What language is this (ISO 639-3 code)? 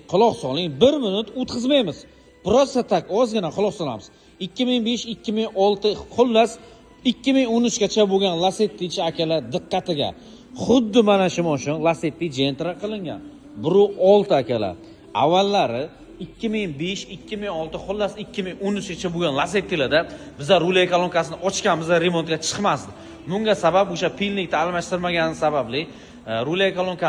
uzb